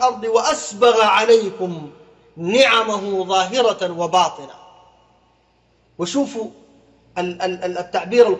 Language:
Sudanese Arabic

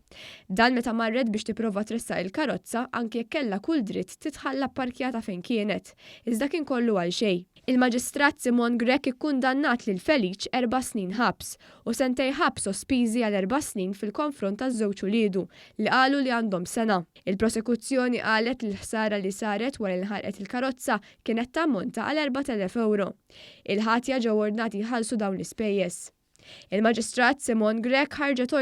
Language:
Maltese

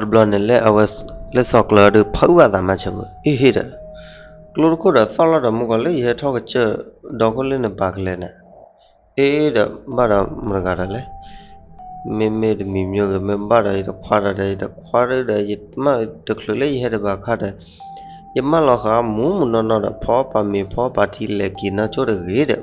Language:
S'gaw Karen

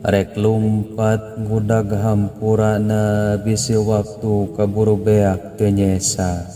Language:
Sundanese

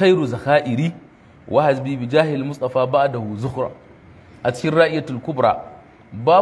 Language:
Hausa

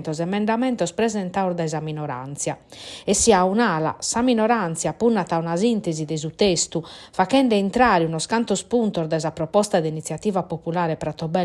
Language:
Sardinian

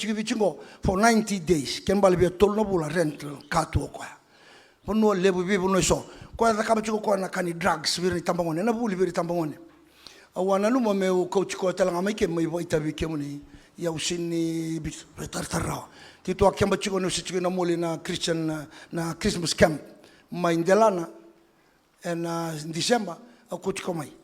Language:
Fijian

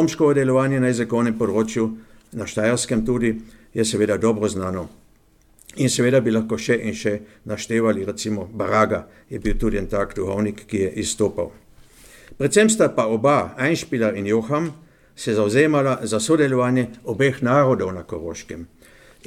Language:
Slovenian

